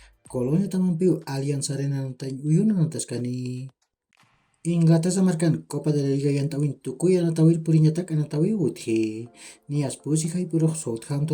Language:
Aymara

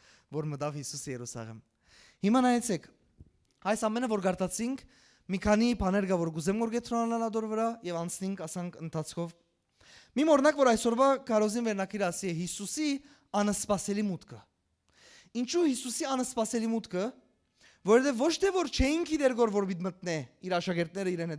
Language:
Western Armenian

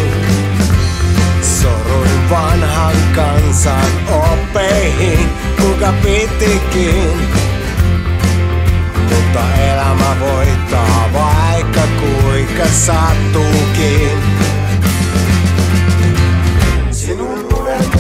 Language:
Finnish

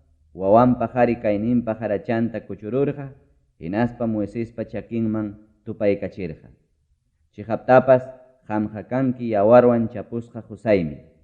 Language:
Ayacucho Quechua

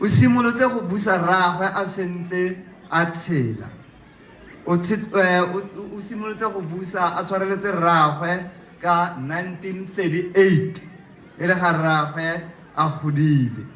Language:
Tswana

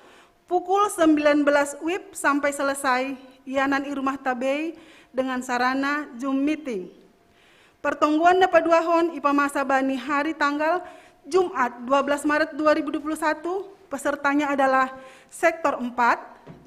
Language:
Batak Simalungun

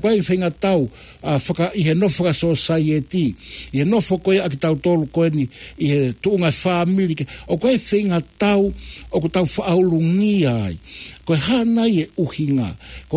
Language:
Tongan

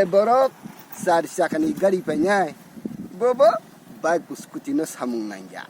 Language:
Kok Borok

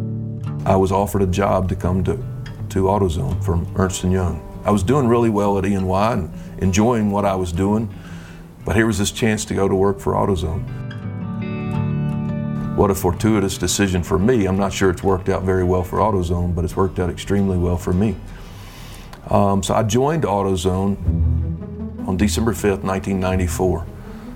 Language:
English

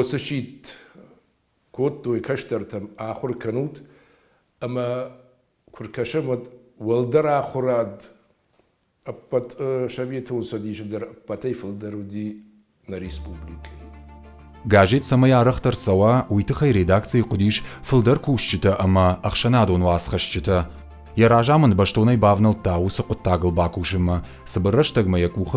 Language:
Ossetic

